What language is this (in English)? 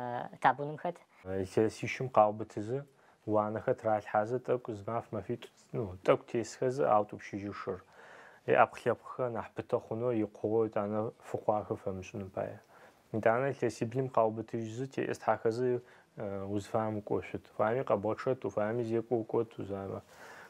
Adyghe